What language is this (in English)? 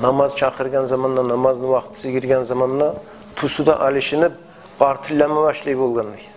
Kumyk